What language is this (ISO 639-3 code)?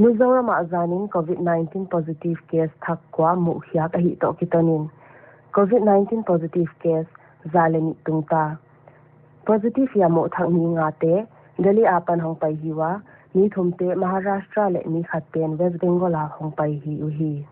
pck